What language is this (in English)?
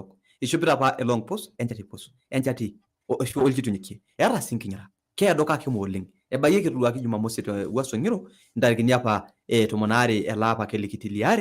Masai